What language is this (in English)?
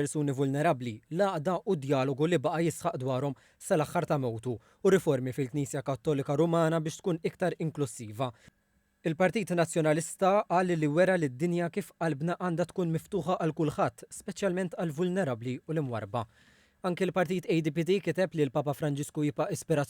Maltese